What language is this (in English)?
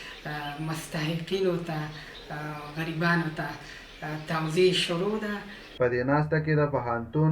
Pashto